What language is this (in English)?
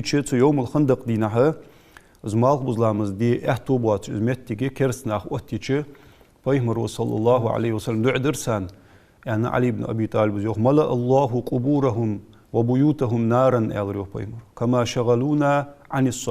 Ingush